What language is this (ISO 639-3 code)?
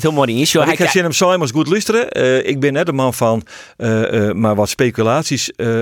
fry